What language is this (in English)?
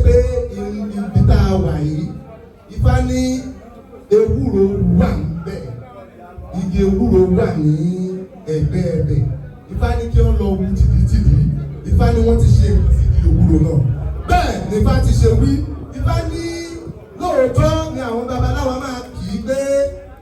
Yoruba